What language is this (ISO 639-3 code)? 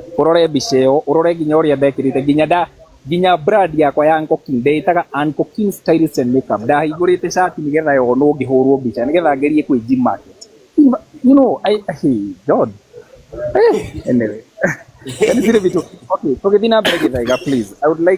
kik